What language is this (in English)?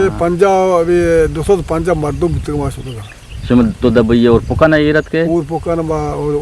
Eastern Balochi